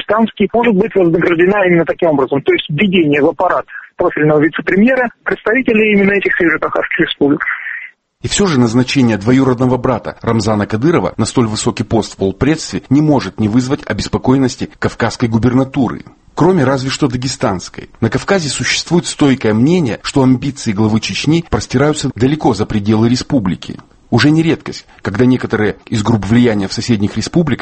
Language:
Russian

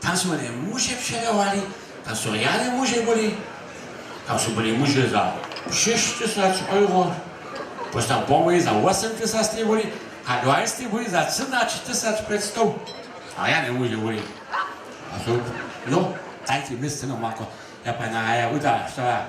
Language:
Upper Sorbian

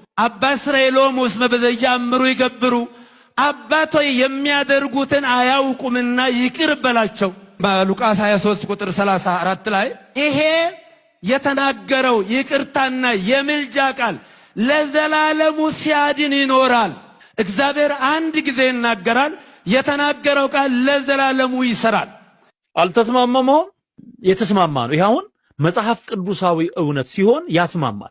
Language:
Amharic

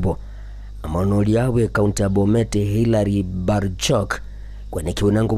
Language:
Gusii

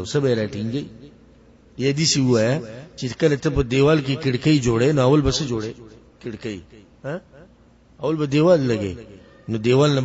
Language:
Pashto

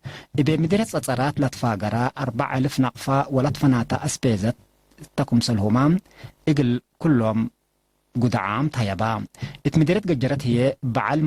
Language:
Tigre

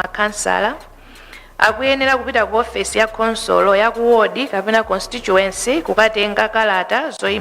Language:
Nyanja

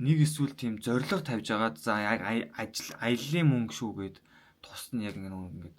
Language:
Mongolian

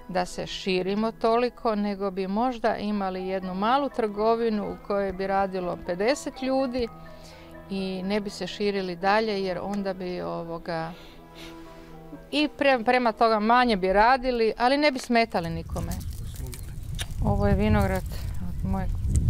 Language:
Croatian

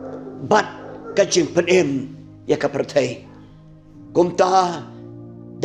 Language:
Khasi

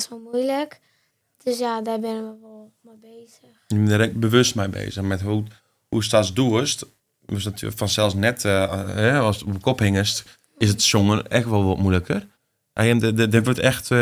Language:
Western Frisian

